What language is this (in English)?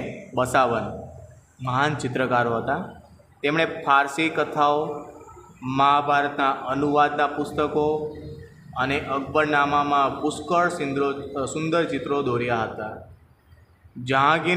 Gujarati